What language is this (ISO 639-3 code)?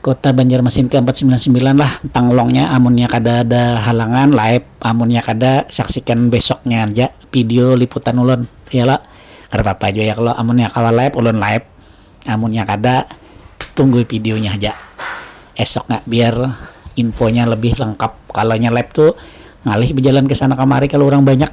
bjn